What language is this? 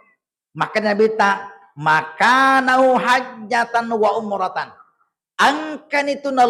Buginese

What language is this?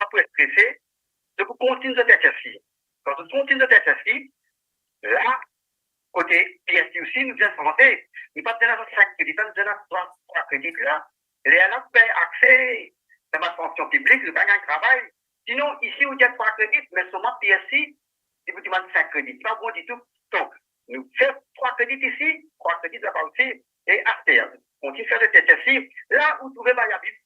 Morisyen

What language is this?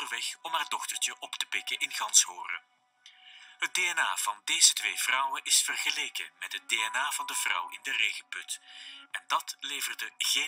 Dutch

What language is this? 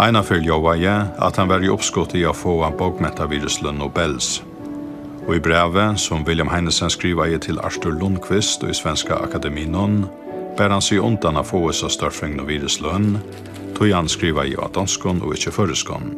Faroese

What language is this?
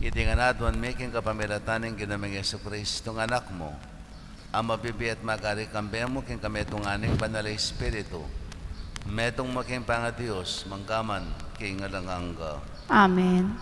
Pampanga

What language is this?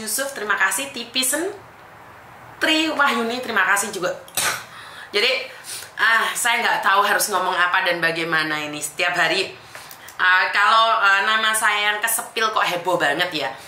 Indonesian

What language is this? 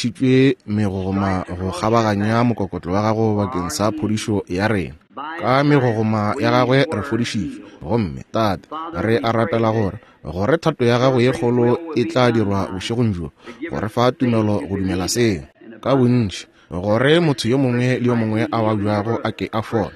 Northern Sotho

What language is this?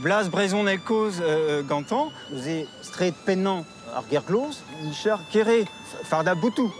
Breton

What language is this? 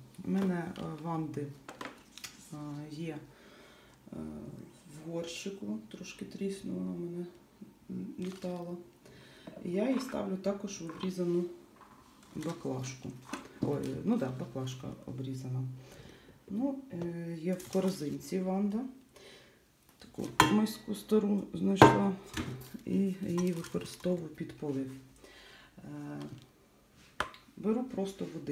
Ukrainian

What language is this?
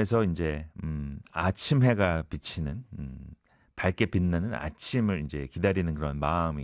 Korean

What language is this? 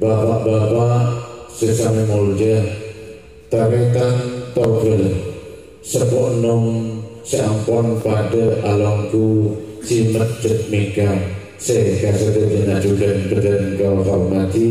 Madurese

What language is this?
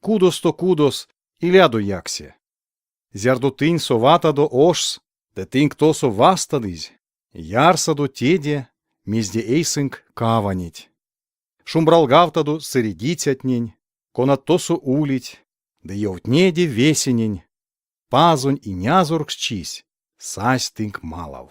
Erzya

